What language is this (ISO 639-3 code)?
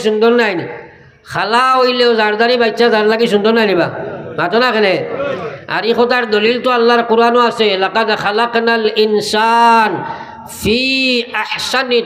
syl